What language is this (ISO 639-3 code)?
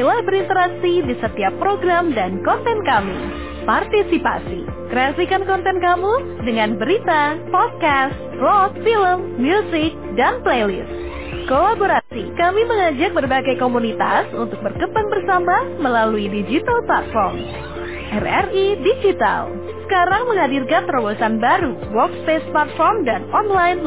ind